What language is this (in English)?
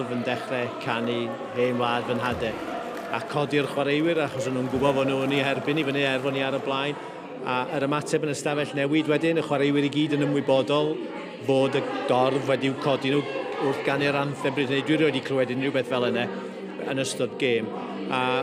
Welsh